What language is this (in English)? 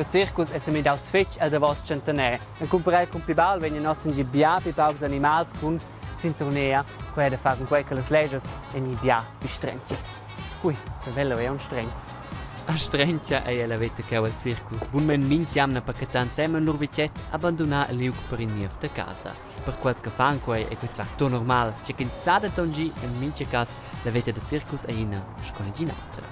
Romansh